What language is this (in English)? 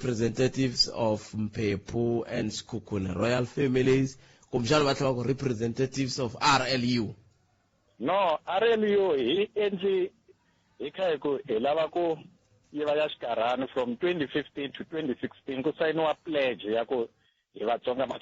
Tsonga